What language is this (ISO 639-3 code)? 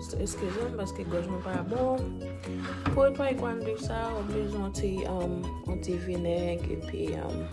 hat